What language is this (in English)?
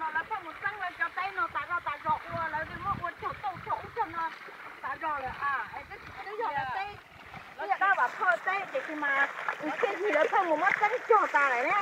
Hmong